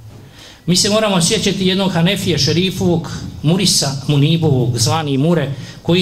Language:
Bosnian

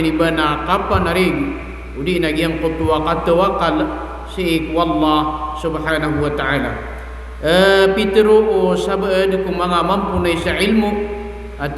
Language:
Maranao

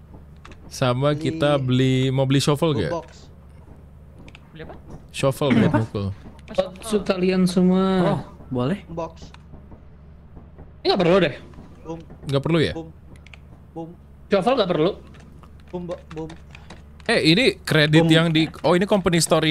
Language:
Indonesian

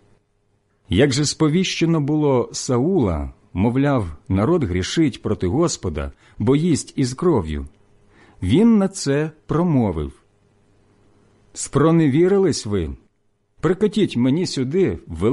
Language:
Ukrainian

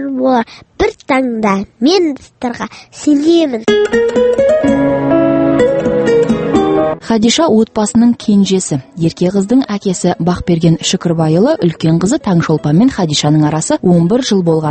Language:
Kazakh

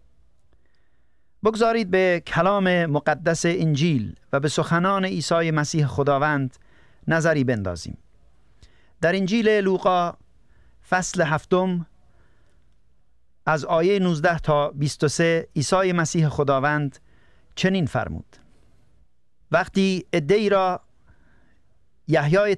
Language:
Persian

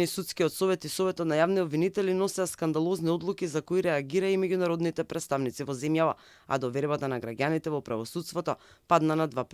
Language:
Macedonian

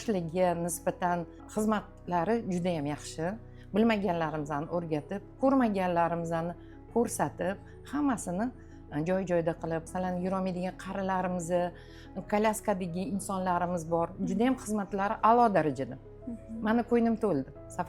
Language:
Uzbek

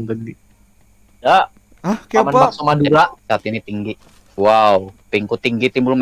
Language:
Banjar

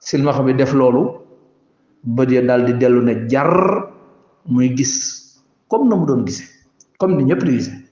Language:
Wolof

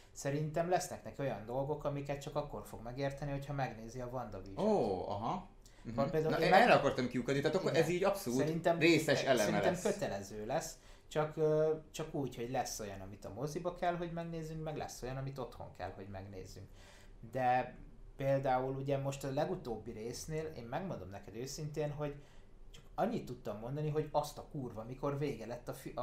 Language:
Hungarian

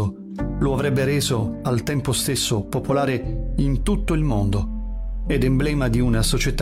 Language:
Italian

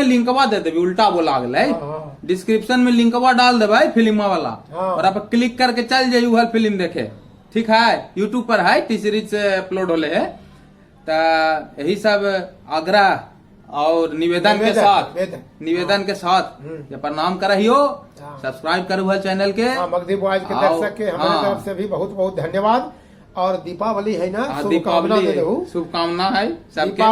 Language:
Magahi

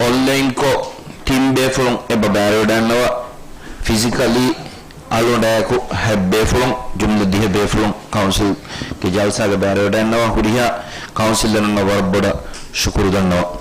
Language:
Divehi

